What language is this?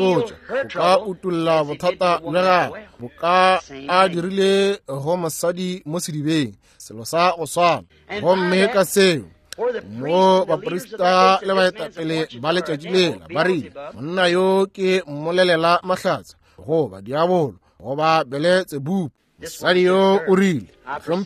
Northern Sotho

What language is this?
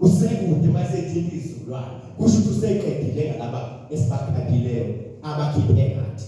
Zulu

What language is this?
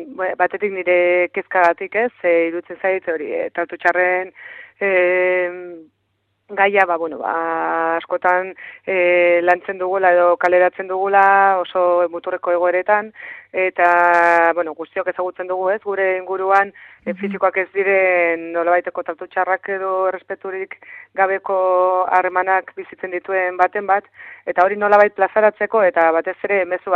Basque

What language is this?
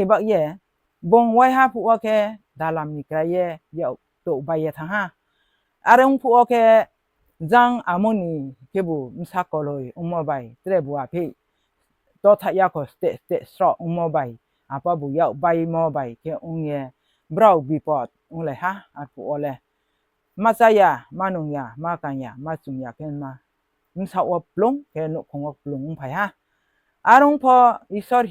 Riang (India)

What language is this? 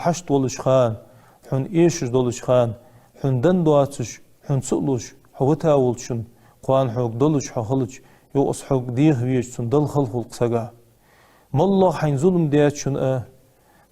Ingush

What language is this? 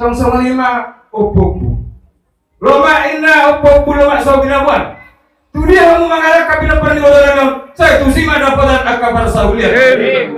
Batak Toba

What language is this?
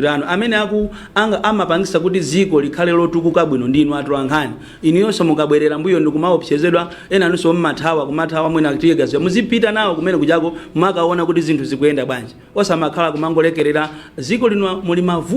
Nyanja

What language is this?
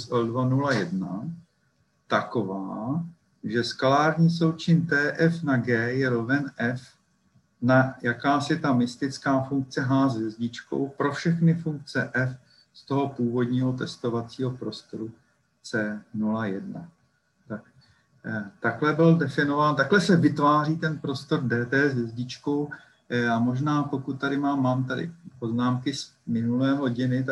Czech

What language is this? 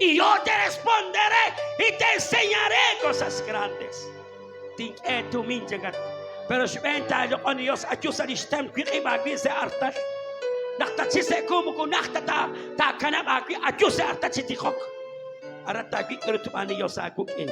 Kekchí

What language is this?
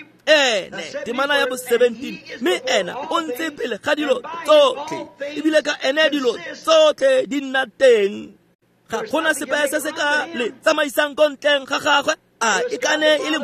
Tswana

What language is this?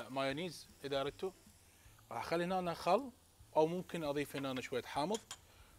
Mesopotamian Arabic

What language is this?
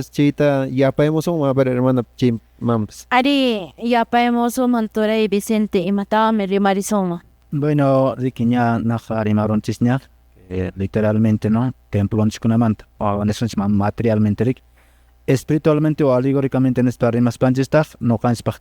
Quechua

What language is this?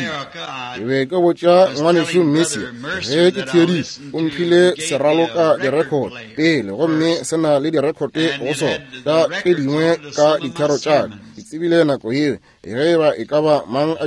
Northern Sotho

